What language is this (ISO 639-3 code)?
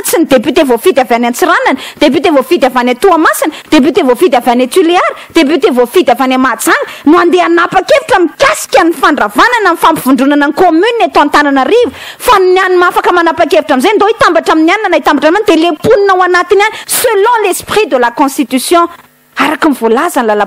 mlg